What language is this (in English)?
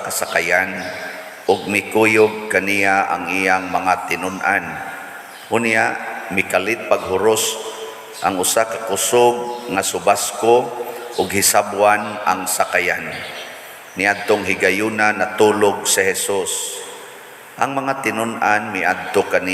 Cebuano